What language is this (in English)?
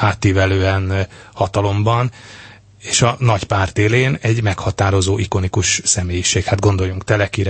Hungarian